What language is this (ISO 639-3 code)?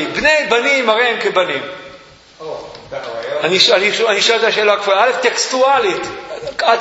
heb